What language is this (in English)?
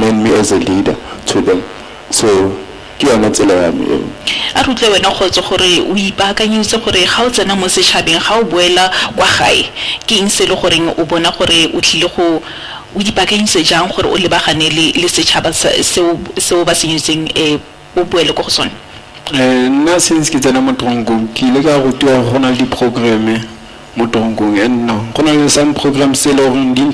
Tswana